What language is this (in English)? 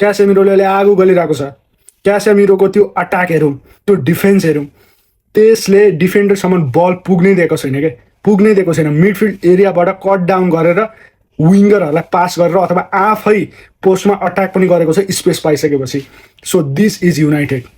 Nepali